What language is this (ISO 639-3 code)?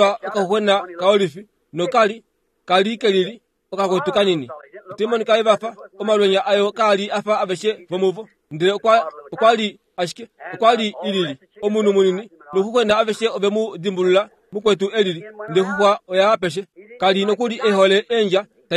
kua